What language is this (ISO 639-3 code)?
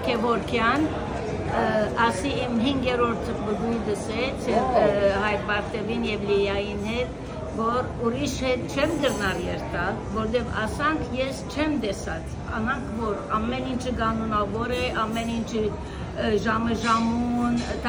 hyw